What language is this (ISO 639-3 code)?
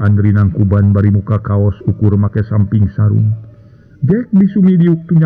sun